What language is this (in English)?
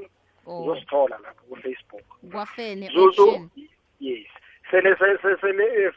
South Ndebele